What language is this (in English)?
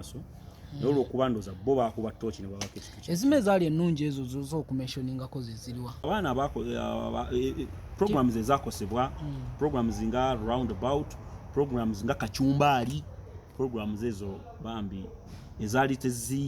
Ganda